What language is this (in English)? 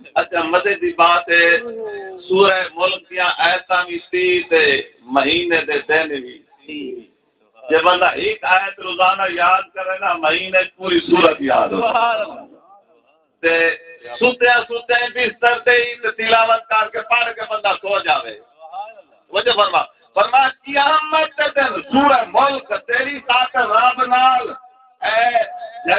Saraiki